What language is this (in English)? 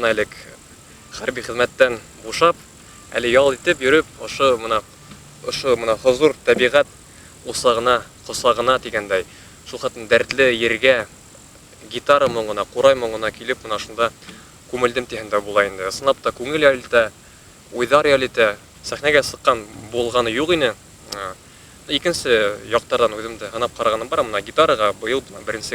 Bashkir